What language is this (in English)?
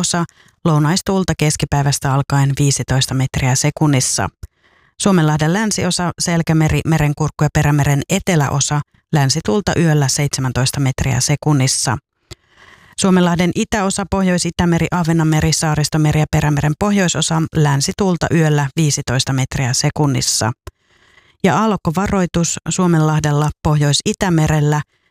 Finnish